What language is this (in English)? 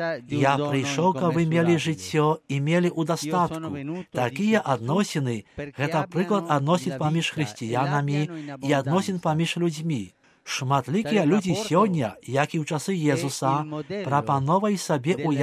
Belarusian